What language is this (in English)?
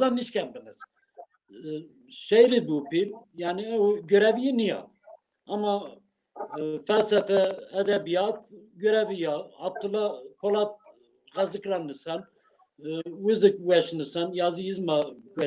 Zaza